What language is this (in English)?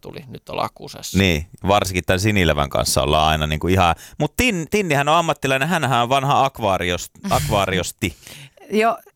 Finnish